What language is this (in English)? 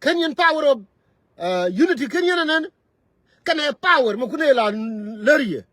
Nuer